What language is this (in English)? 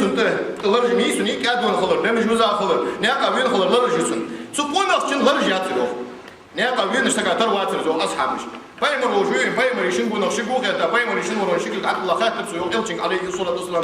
Ingush